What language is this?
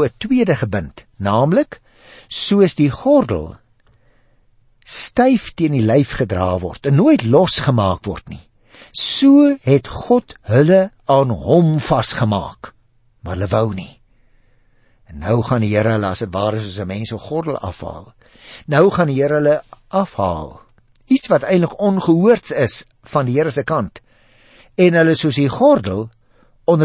Afrikaans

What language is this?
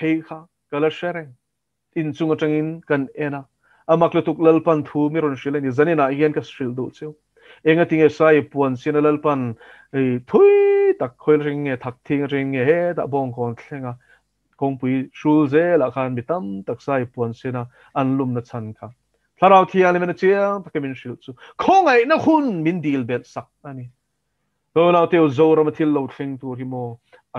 Mizo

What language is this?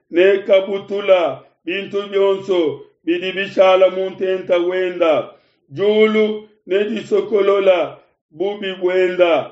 Luba-Lulua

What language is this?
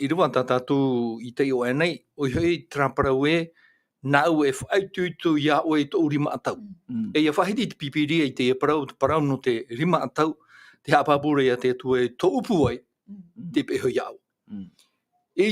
Tahitian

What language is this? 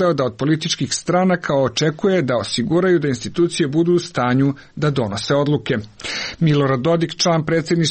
Serbian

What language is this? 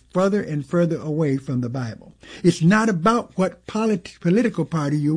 English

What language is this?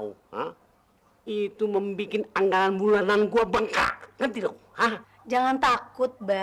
Betawi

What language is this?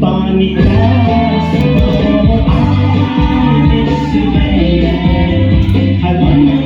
Tibetan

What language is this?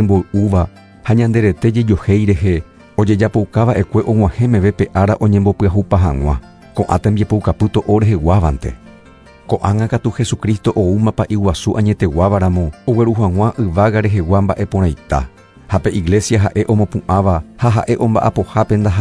Guarani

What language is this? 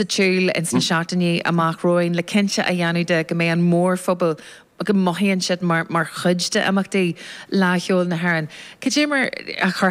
Irish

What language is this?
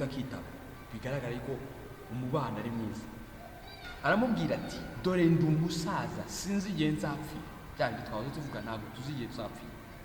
Kinyarwanda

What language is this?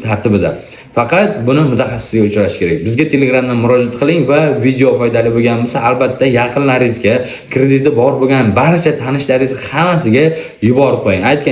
Uzbek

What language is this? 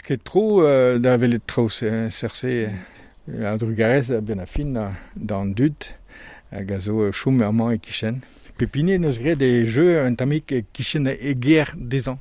Breton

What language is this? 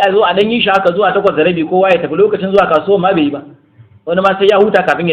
Hausa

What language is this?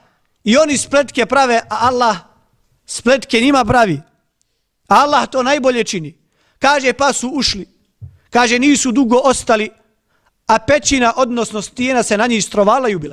Bosnian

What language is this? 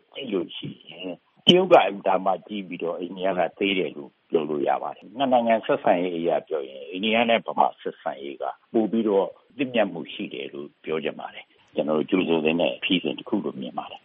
Burmese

